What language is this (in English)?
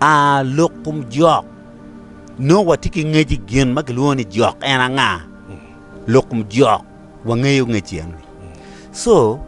Acoli